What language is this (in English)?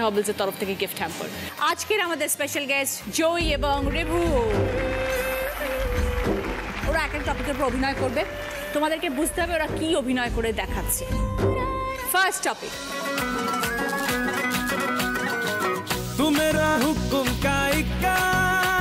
Bangla